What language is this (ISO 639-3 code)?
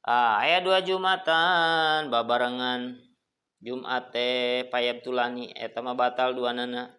sun